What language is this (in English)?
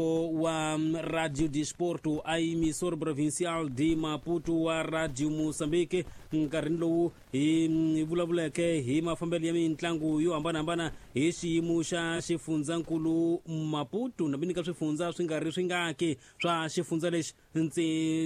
Tsonga